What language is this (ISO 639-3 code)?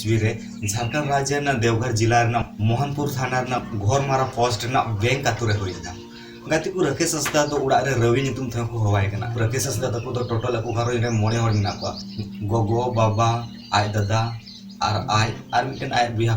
sat